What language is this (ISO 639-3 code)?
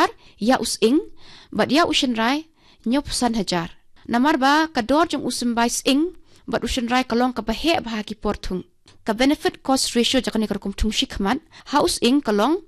kha